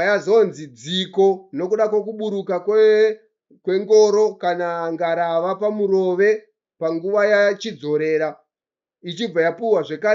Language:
Shona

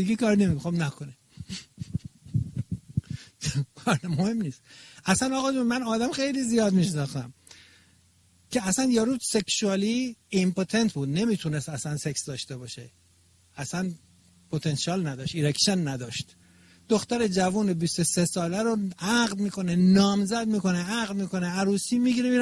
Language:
Persian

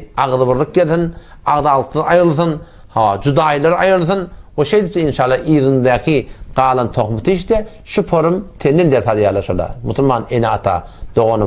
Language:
Turkmen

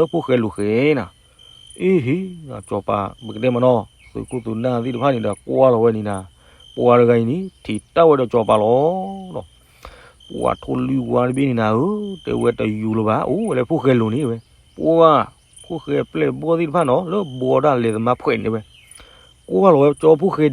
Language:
S'gaw Karen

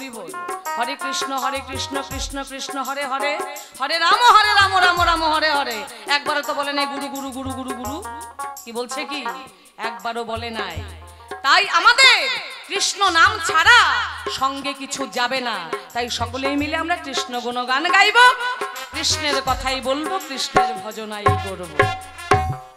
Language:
Bangla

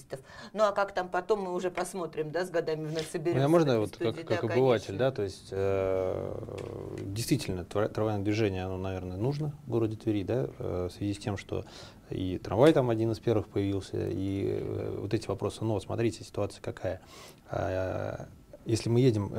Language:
Russian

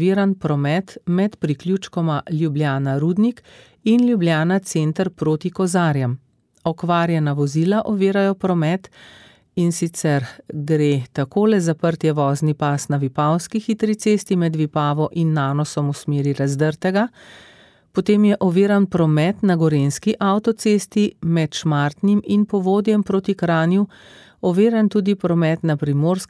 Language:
Slovenian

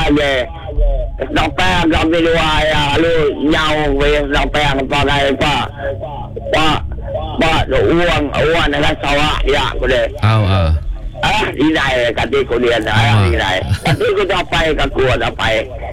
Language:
Malay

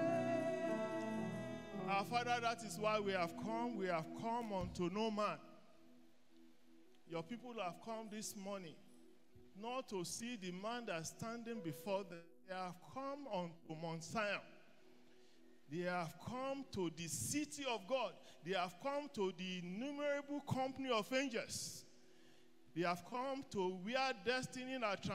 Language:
English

